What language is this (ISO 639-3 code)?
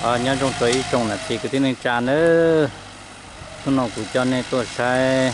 hmn